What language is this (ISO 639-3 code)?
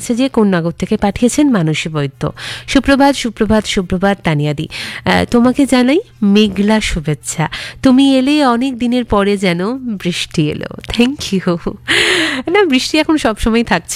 ben